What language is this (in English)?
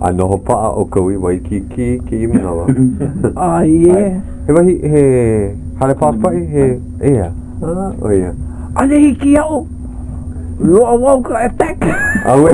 Hawaiian